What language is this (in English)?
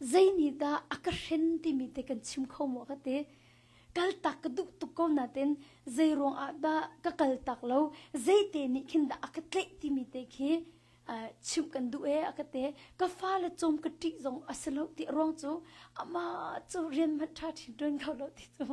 Hakha Chin